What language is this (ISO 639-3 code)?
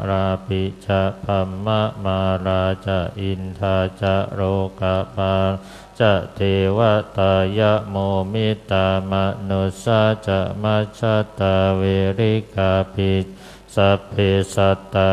pli